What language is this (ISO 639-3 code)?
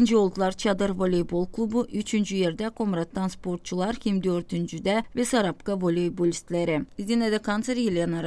gag